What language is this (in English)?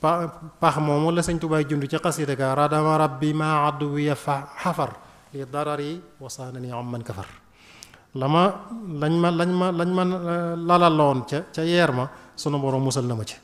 Wolof